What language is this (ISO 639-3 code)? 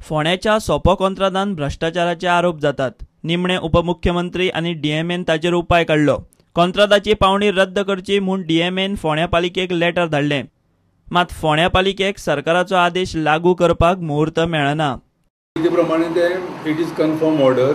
kok